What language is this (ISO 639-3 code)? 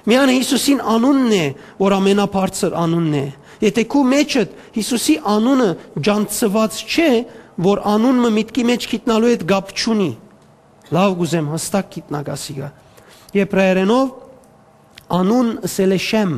hyw